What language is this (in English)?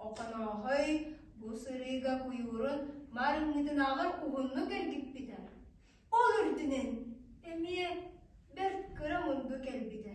Yakut